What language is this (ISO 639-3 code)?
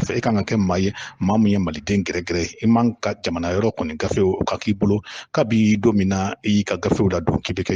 bam